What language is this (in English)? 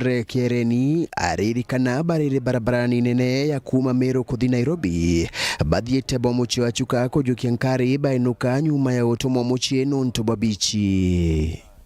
Meru